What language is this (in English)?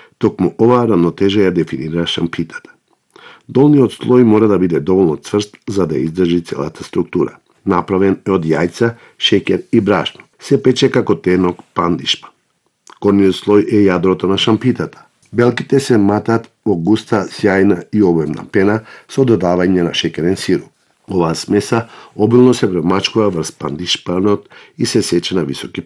Macedonian